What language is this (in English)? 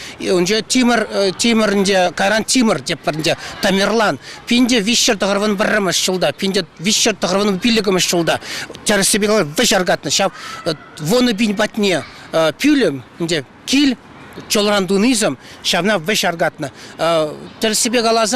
Chuvash